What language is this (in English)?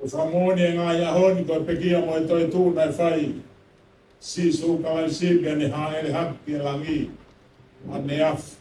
Tongan